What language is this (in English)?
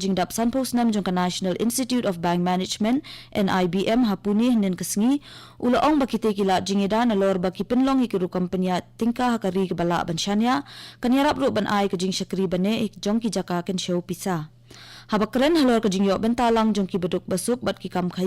Khasi